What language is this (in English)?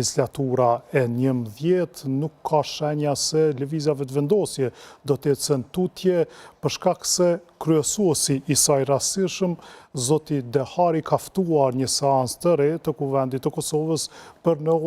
Albanian